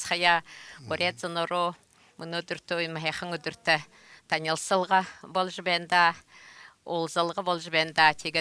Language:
Buriat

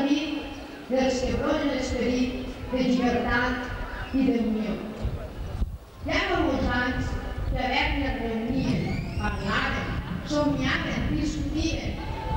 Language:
Catalan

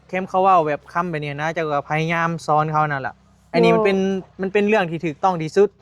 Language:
Northeastern Thai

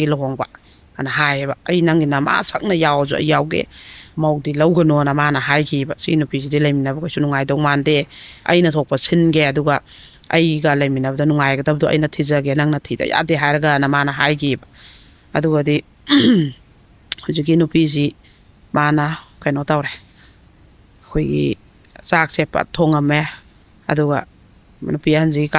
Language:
Manipuri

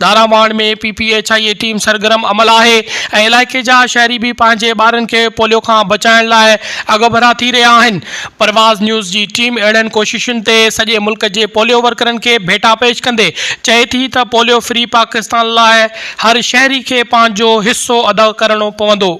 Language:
Sindhi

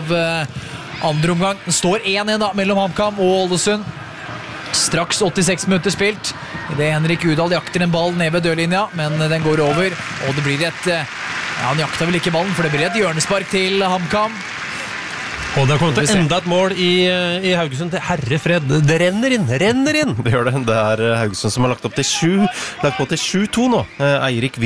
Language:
Norwegian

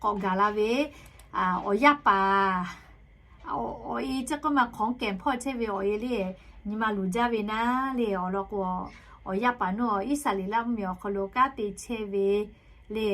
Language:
Lahu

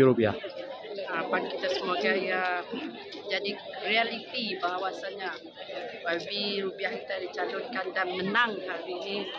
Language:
Malay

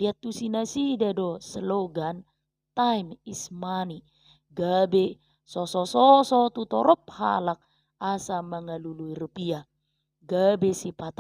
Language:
Batak Toba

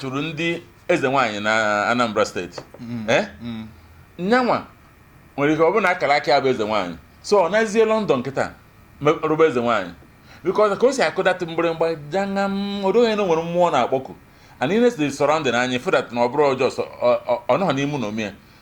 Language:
Igbo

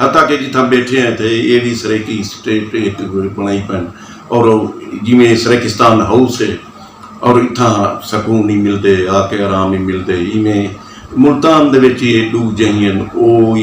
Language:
Saraiki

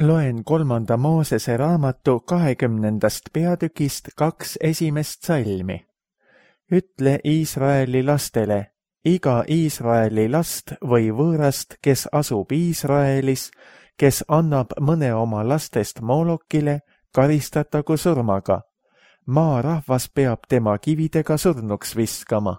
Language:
Estonian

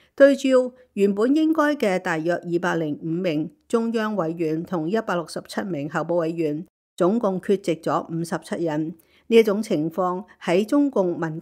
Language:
Cantonese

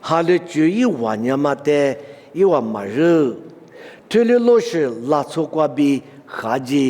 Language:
Lisu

